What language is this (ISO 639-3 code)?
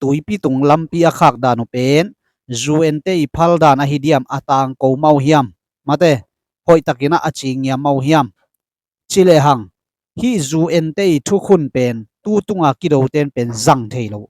ctd